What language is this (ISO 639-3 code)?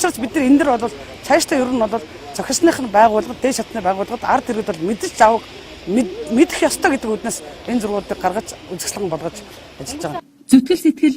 mon